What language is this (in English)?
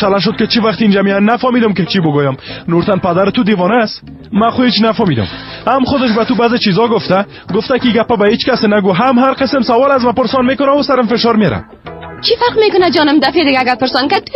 Persian